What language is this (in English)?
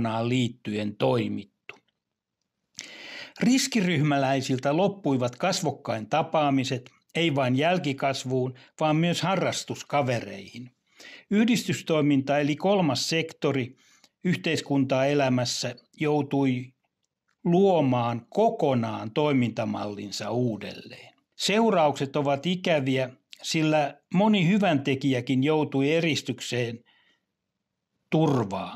Finnish